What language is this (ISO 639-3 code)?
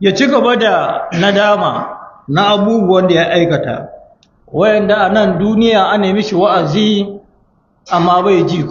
hau